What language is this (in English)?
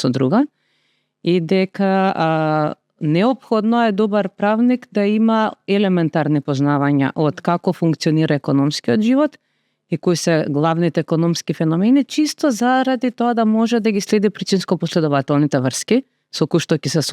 Macedonian